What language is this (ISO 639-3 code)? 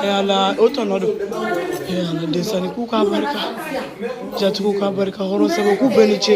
bam